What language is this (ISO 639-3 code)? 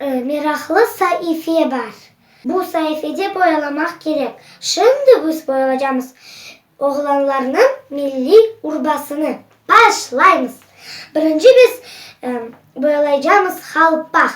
crh